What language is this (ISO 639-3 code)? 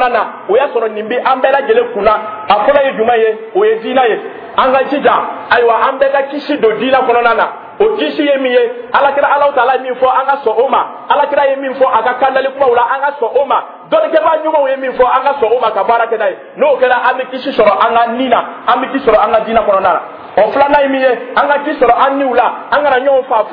dyu